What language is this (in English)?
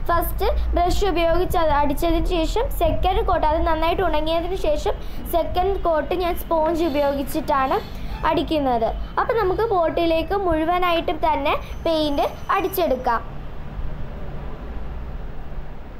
Malayalam